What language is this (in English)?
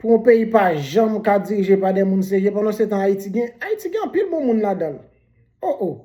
Haitian Creole